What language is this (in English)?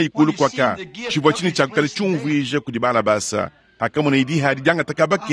Luba-Lulua